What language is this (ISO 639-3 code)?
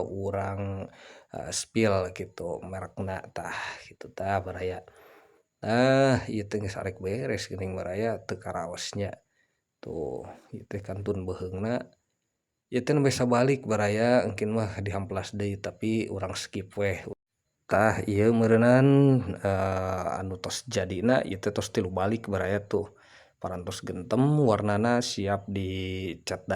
sun